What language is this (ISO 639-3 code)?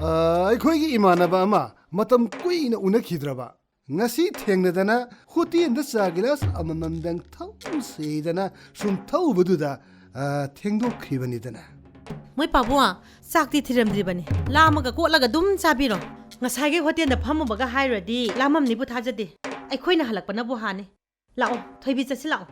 mni